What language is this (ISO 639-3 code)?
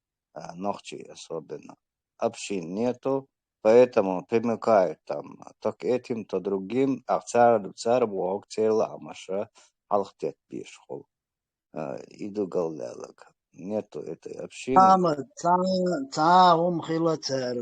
che